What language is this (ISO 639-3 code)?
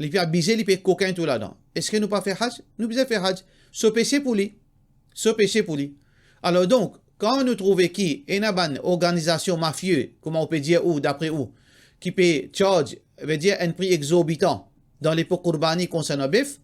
mfe